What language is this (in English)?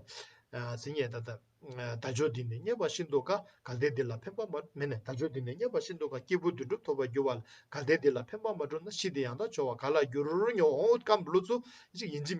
Tibetan